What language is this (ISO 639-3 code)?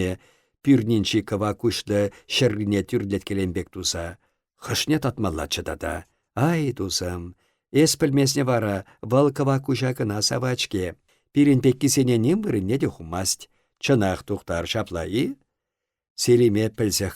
chv